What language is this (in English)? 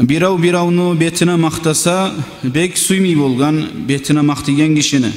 Kumyk